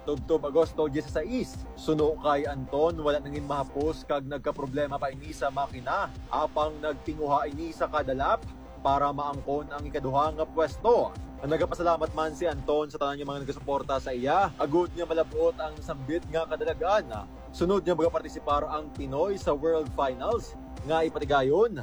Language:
Hiligaynon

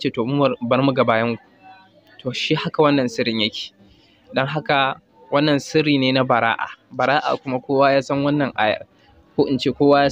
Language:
Hausa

